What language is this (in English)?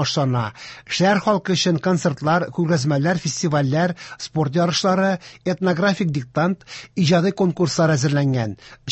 Tatar